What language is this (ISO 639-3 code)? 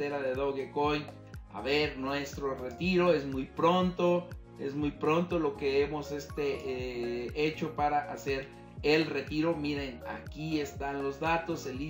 spa